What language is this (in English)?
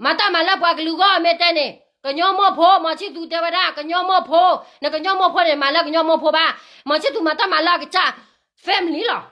S'gaw Karen